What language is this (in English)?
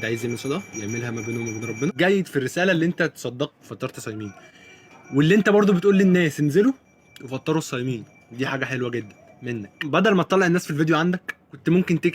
Egyptian Arabic